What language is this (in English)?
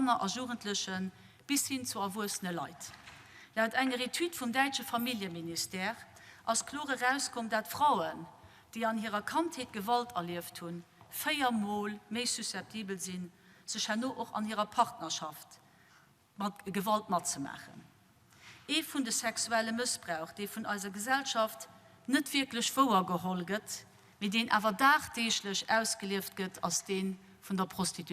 Luxembourgish